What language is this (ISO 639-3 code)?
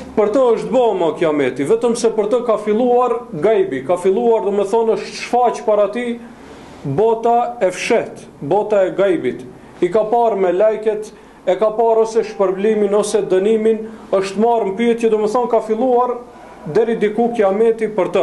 sqi